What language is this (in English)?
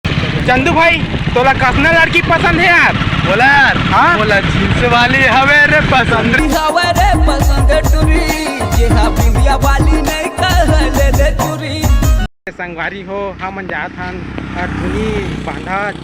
Chhattisgarhi